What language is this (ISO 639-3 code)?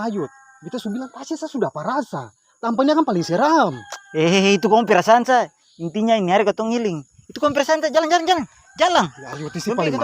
abs